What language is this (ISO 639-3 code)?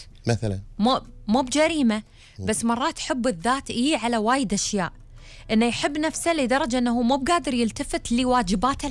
afb